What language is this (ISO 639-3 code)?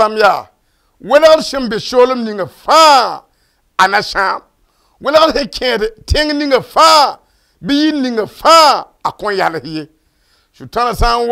mos